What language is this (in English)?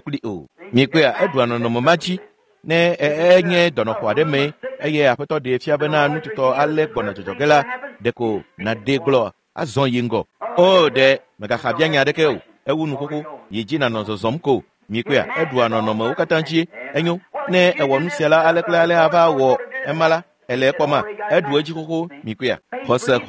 Ewe